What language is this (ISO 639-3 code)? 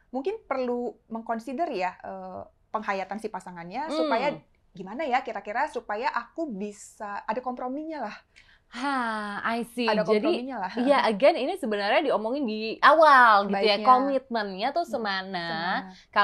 ind